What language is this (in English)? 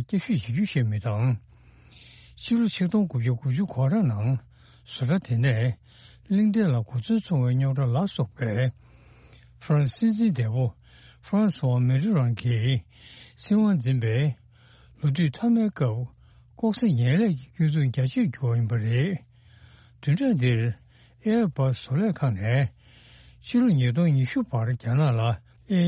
Tibetan